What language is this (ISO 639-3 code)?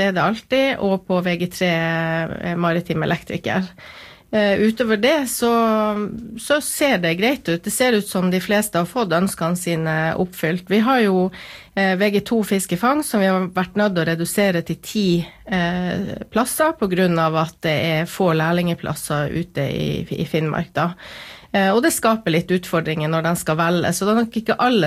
nor